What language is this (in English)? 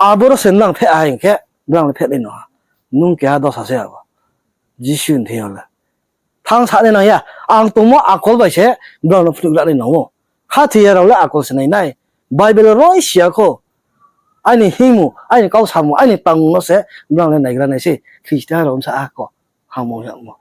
Riang (India)